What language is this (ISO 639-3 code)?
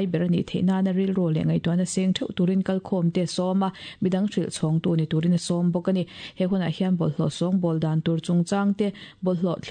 lus